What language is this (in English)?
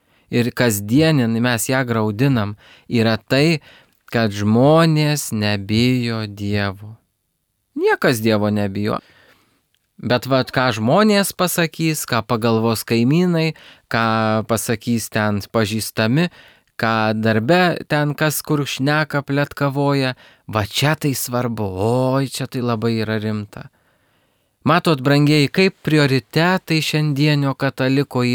Lithuanian